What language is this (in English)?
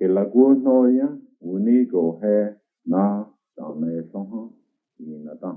Cherokee